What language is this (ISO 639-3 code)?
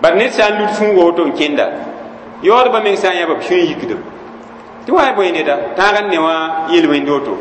mos